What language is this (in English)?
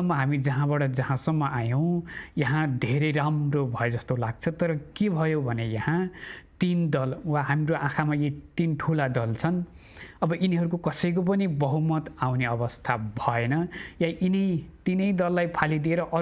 Nepali